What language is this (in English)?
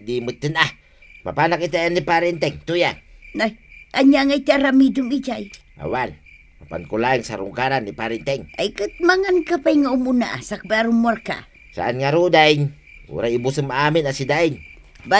Iloko